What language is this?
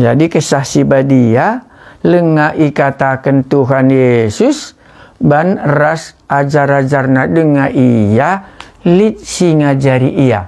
Batak Karo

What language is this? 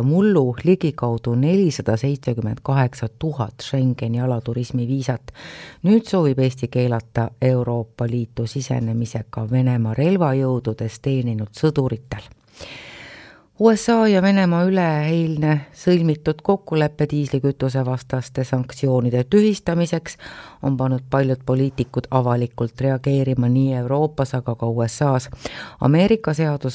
Estonian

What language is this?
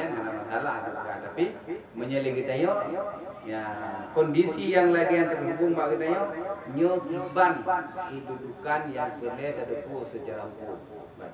Achinese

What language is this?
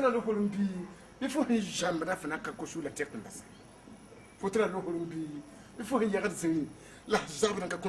Mossi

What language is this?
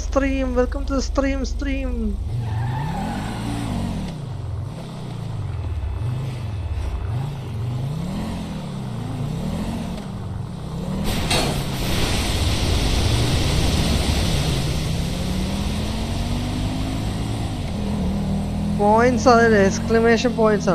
Malayalam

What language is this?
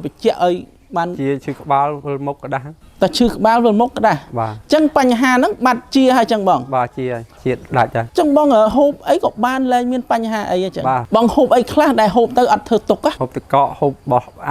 Khmer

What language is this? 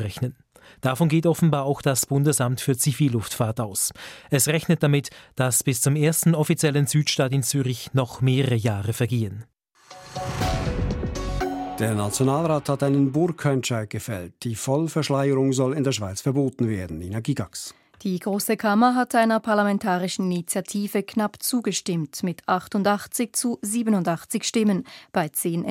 German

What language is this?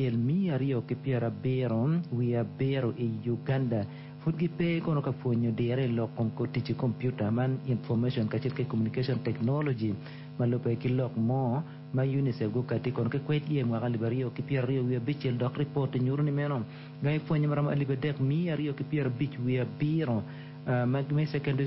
Acoli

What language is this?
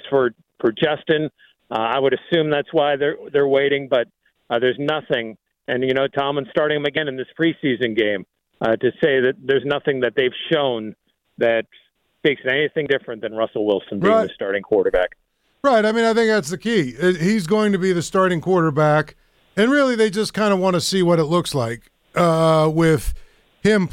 English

